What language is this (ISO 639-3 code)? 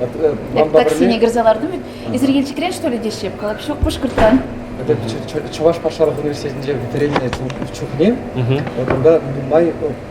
chv